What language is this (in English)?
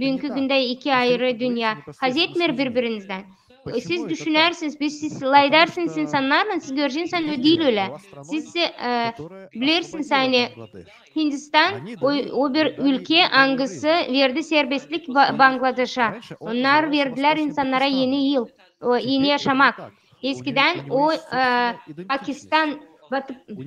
Gagauz